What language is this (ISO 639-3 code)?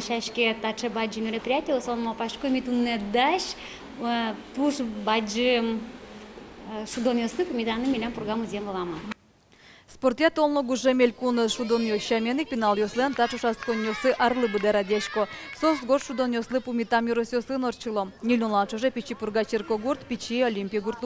udm